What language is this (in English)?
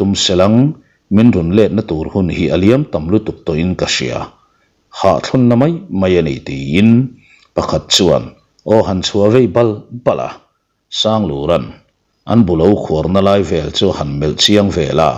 Mizo